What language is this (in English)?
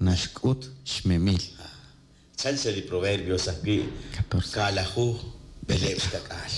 Kekchí